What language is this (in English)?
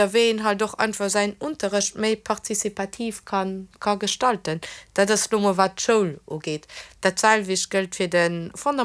Luxembourgish